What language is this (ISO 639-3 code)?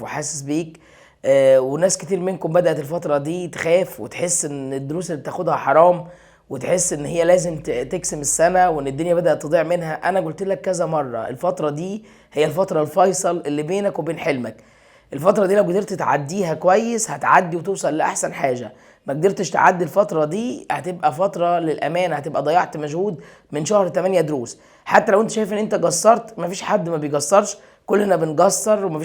arz